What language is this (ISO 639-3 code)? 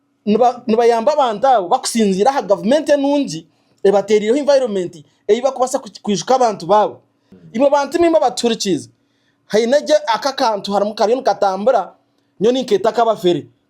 nyn